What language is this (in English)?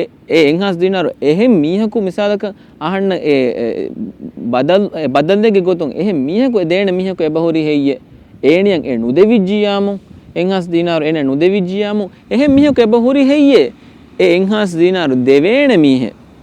Divehi